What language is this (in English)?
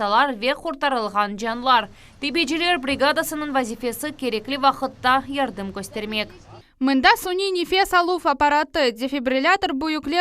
Crimean Tatar